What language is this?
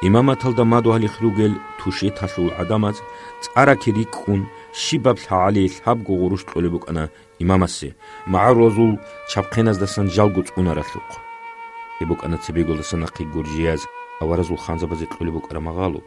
Avaric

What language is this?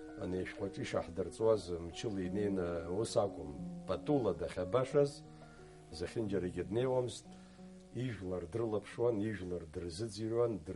Abkhazian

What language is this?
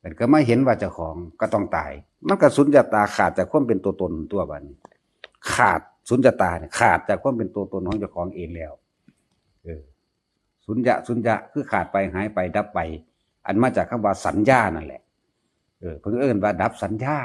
Northeastern Thai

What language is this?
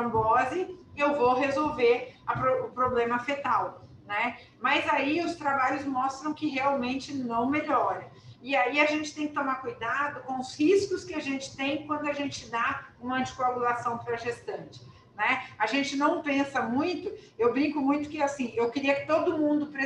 Portuguese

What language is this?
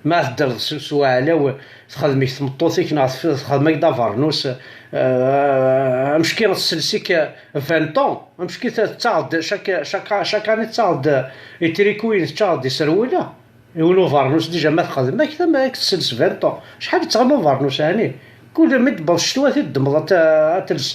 Kabyle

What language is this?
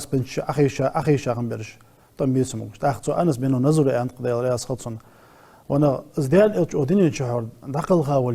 Ingush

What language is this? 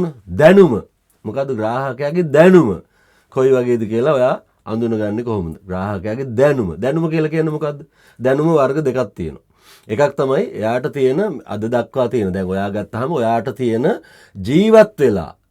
Sinhala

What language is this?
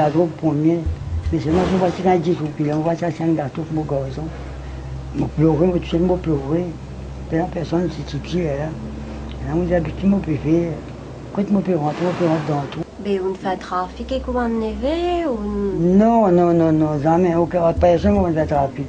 Morisyen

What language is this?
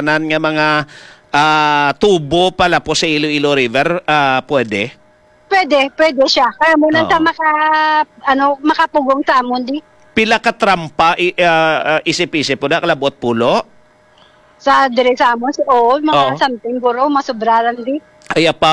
Hiligaynon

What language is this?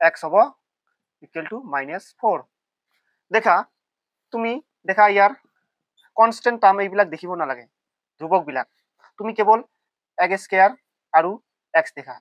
Assamese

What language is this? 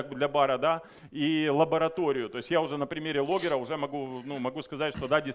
Russian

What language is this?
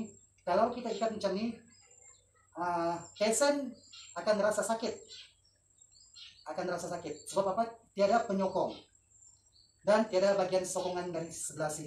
Malay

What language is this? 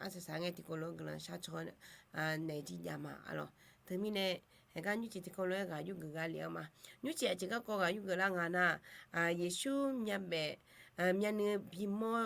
Akha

